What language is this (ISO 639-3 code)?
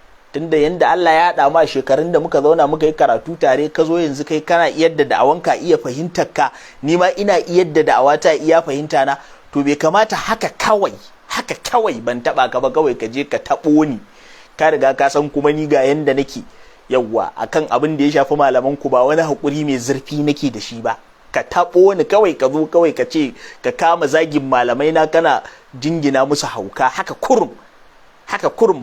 hau